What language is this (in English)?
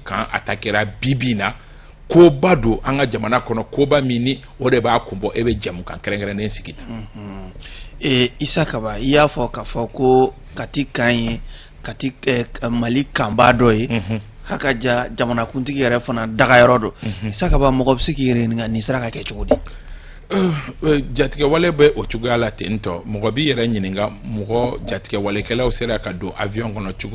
Bambara